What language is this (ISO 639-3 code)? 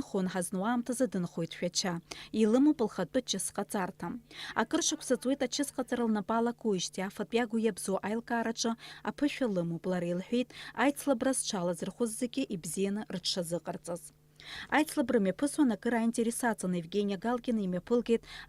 abk